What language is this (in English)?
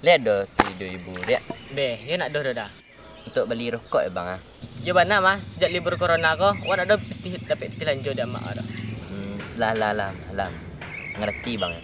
Minangkabau